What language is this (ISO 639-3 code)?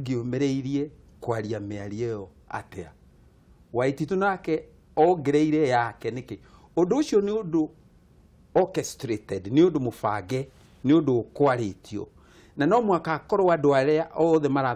kik